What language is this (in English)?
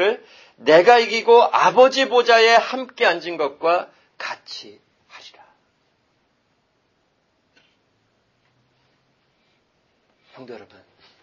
Korean